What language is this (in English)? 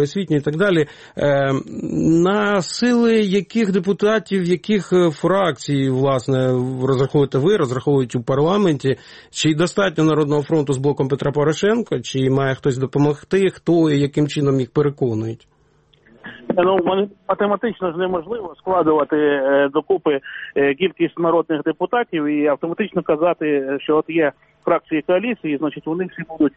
Ukrainian